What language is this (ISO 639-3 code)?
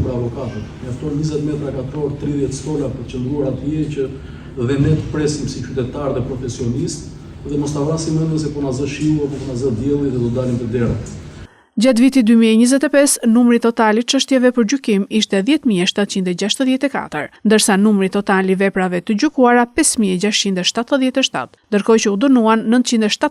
sqi